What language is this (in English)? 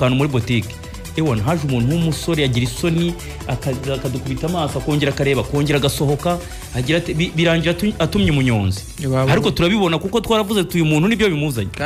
Kinyarwanda